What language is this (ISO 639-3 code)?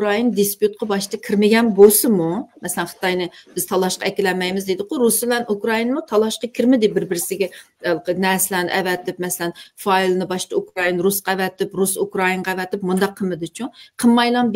uig